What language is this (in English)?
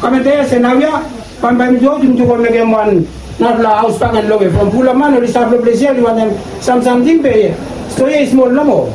Bislama